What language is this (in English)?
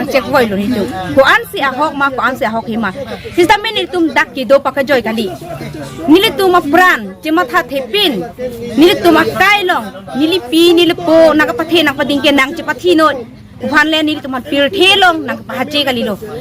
Karbi